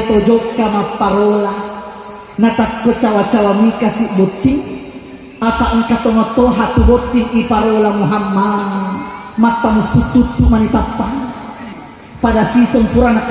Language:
Buginese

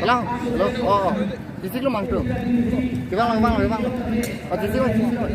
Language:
Karbi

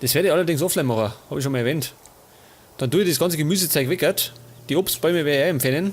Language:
Bavarian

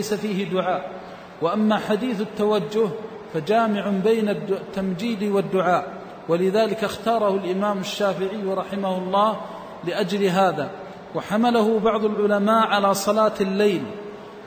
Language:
Arabic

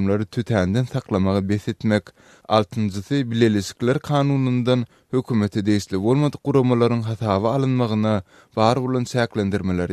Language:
Turkmen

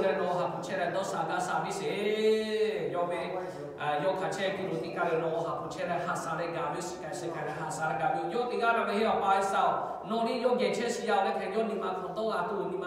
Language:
Lahu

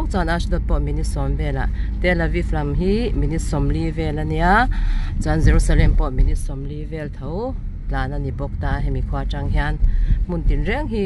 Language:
Mizo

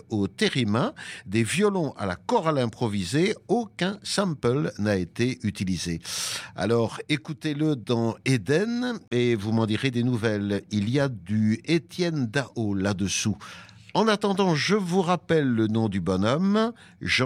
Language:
French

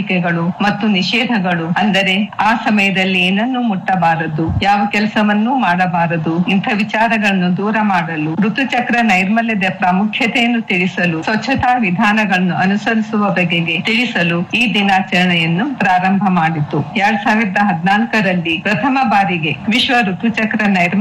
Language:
Kannada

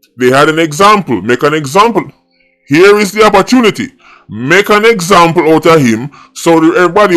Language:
Jamaican Creole English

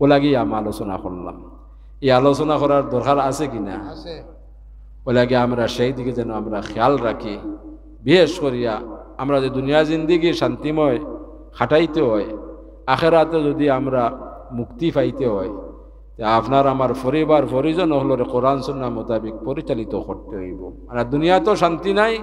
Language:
Sylheti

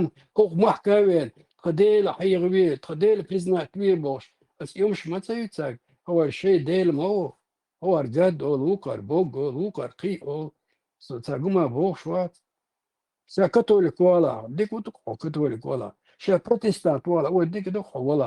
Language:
Chechen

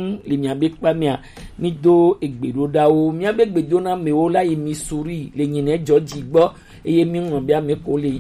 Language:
Gen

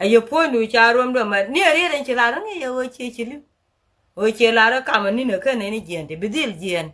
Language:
Nuer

